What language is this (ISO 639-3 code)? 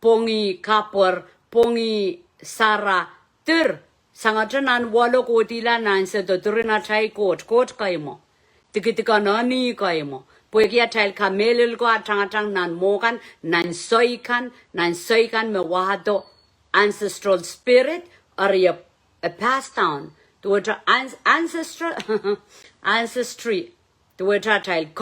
pon